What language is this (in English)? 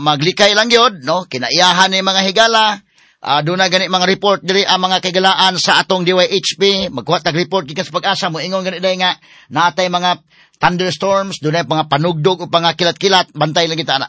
Cebuano